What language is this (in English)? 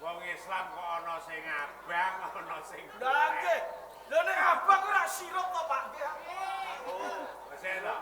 Javanese